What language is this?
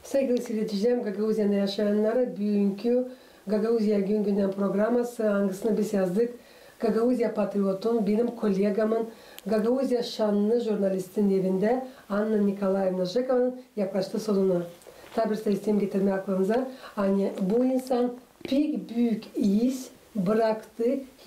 Gagauz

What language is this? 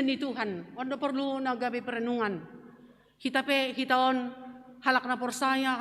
Batak Simalungun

